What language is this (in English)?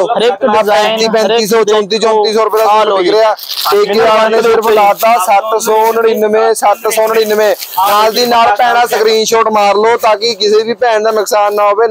Punjabi